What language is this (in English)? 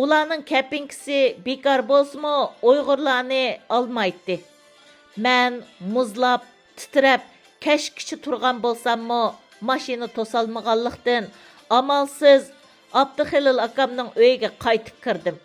Uyghur